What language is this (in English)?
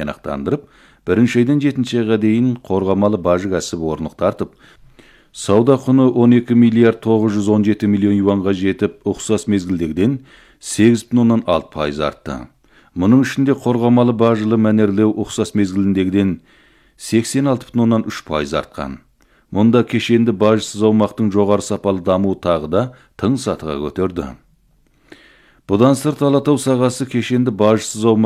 Kazakh